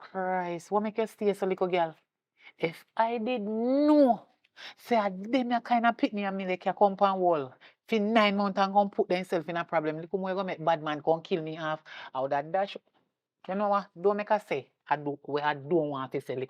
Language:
Jamaican Creole English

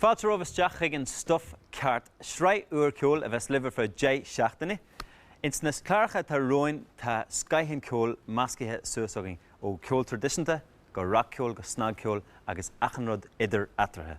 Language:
Irish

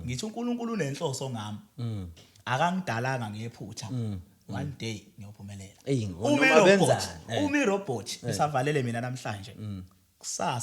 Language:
Zulu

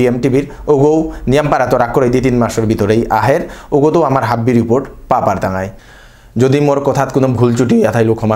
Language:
Bishnupriya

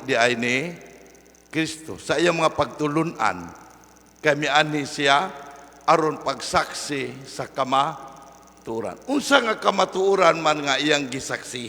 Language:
Cebuano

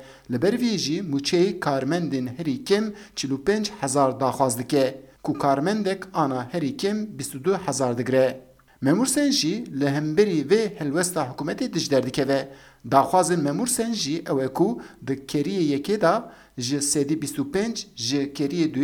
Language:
Kurdish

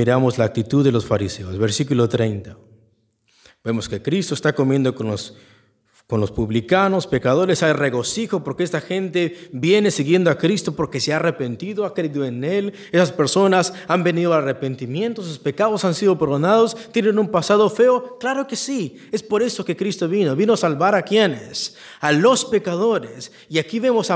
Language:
Spanish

